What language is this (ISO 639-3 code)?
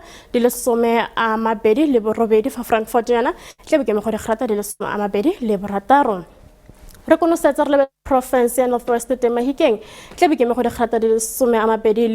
tsn